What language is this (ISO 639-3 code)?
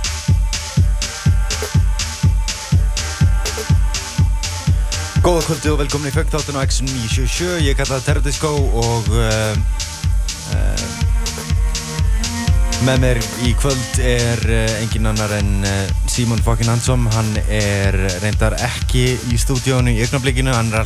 isl